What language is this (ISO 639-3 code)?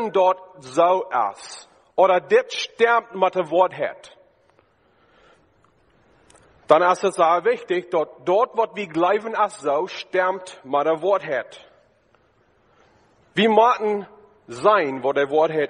deu